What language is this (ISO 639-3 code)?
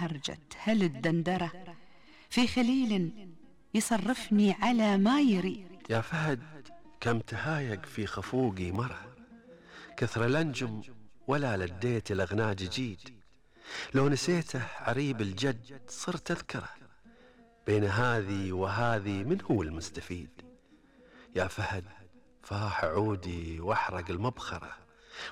afb